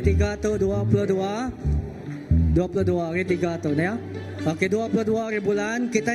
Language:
Iban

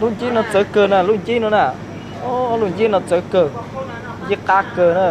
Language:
Hmong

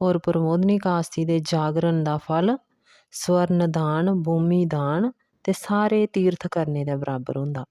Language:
Dogri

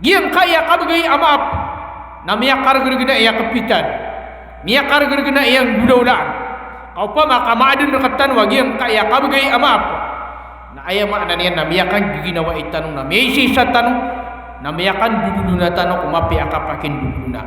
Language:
Maranao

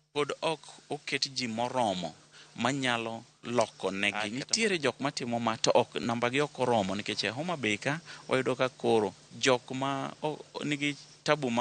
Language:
Luo (Kenya and Tanzania)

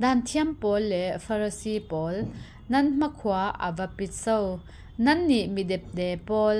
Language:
Falam Chin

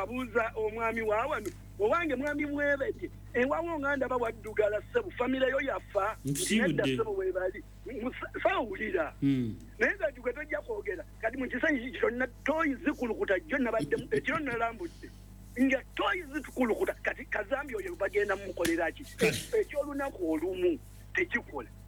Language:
Ganda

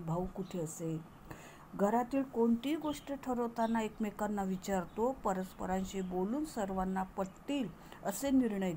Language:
Marathi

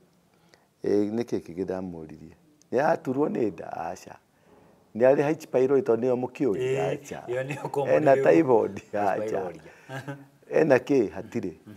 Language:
Kikuyu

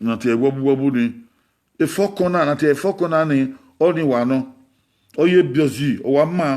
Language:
Bini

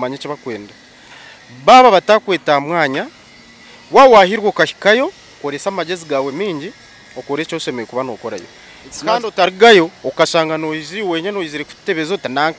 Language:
Nyankole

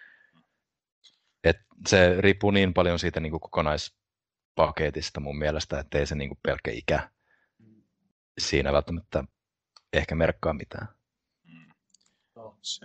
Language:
Finnish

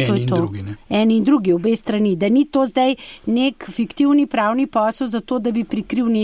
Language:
Slovenian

